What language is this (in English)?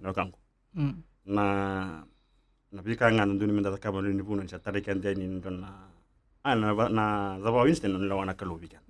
Fijian